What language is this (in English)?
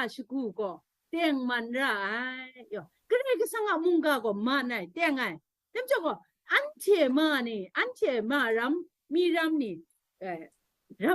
Kachin